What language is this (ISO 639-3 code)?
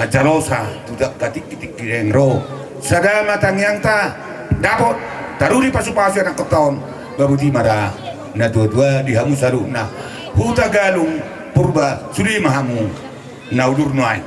bbc